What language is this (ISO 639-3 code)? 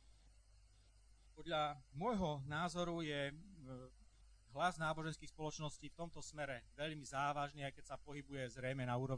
slk